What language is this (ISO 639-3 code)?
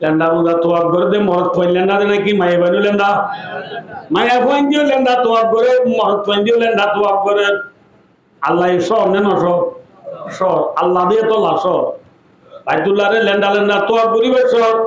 rhg